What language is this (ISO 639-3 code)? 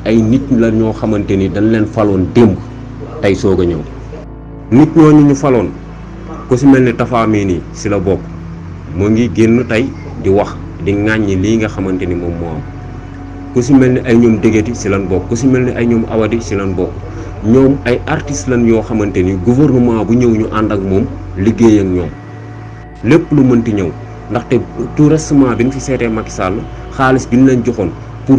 wol